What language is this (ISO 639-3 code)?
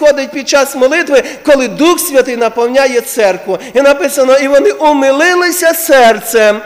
ukr